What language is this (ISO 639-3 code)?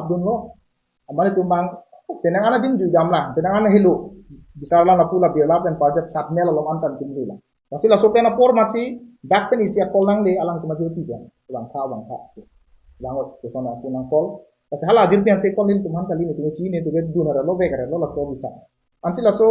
mjw